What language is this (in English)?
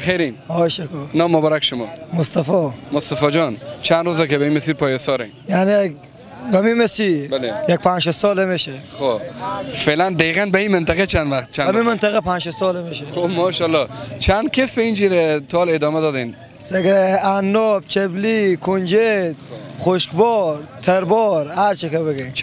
Persian